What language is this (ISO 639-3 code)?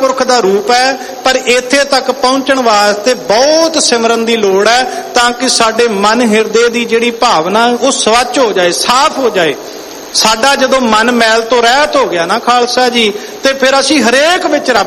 pan